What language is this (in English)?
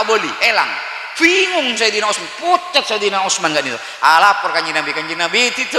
Madurese